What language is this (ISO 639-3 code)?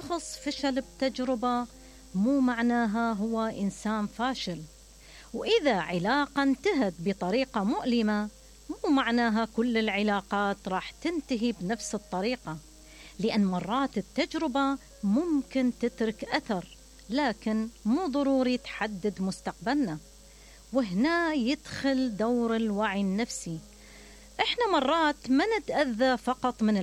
acm